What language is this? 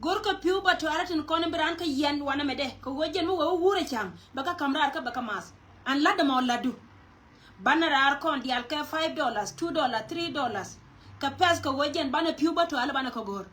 Nuer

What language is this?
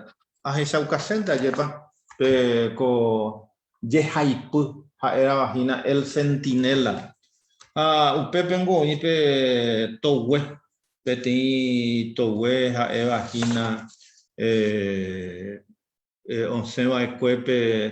Guarani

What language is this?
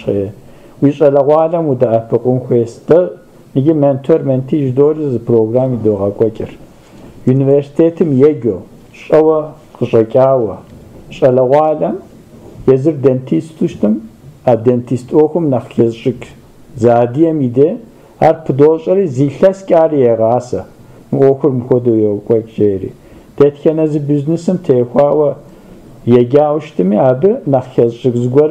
Kabardian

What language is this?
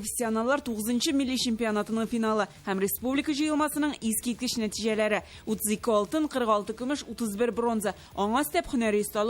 Tatar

